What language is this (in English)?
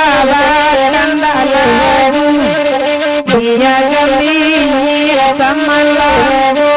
Minangkabau